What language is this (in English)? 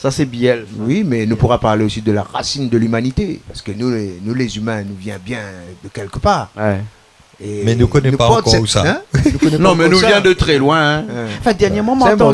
Réunion Creole French